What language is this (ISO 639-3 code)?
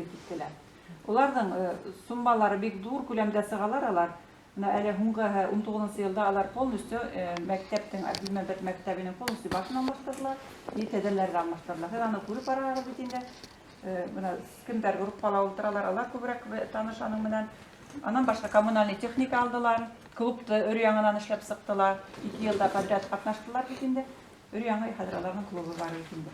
bak